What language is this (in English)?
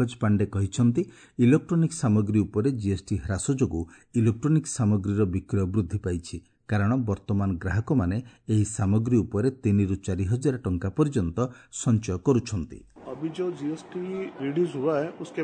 Odia